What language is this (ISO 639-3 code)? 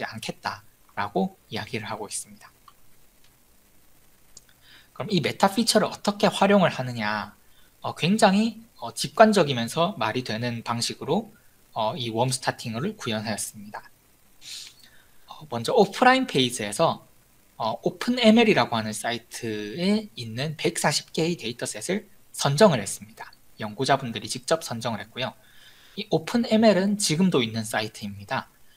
kor